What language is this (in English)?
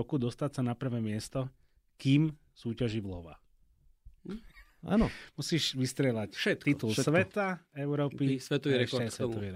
Slovak